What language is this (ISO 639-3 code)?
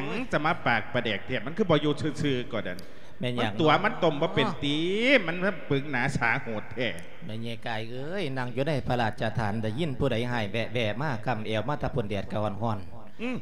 lao